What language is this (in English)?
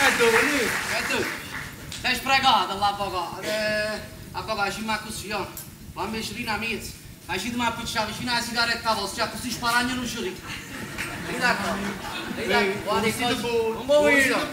Neapolitan